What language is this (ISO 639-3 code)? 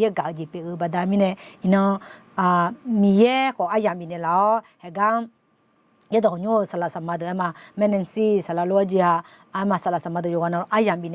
ahk